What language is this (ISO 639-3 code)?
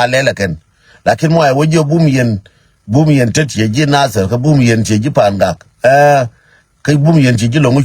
nus